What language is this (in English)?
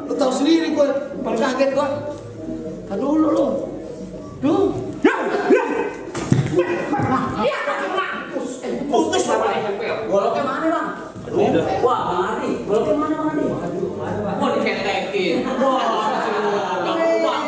Betawi